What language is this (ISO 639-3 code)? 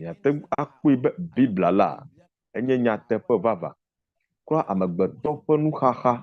ewe